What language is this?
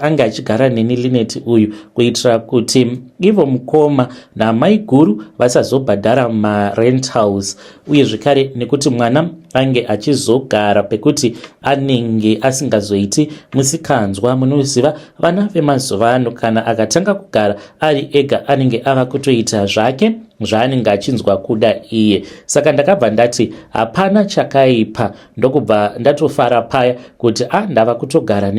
Shona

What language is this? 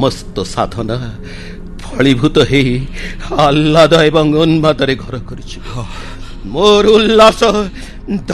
Odia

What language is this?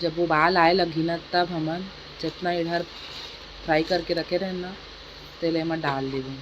Chhattisgarhi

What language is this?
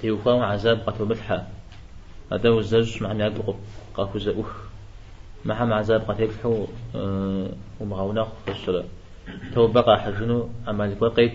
Kabardian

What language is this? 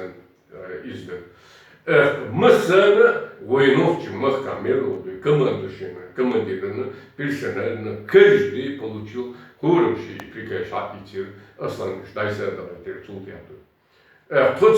Chechen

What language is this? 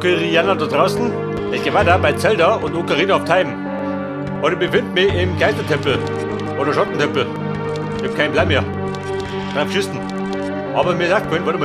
Bavarian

